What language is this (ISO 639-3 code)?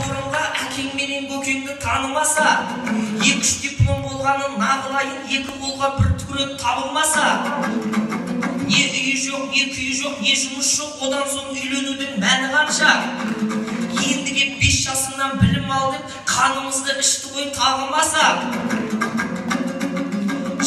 kaz